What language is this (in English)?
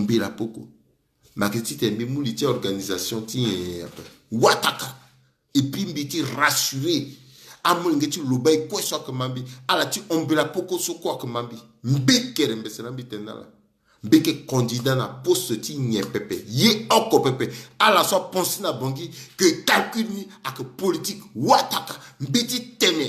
Sango